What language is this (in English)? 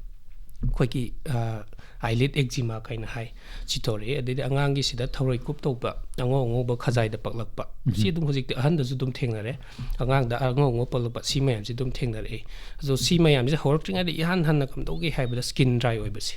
Manipuri